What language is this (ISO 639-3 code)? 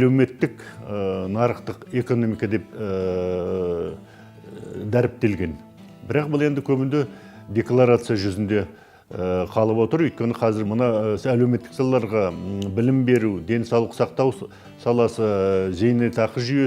kaz